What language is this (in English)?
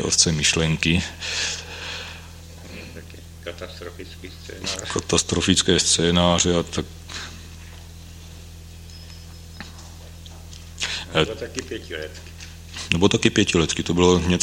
Czech